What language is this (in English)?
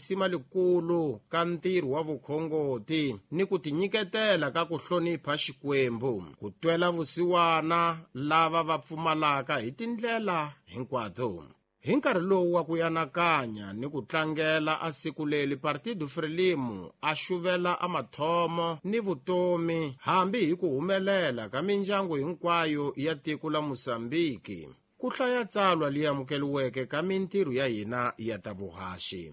Tsonga